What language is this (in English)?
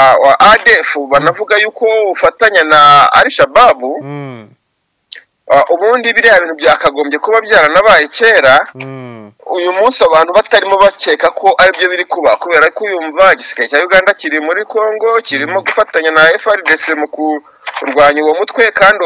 Kinyarwanda